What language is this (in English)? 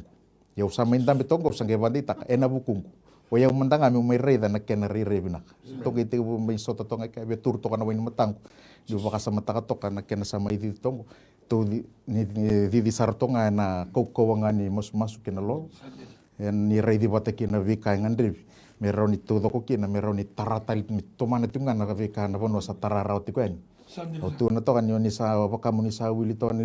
Fijian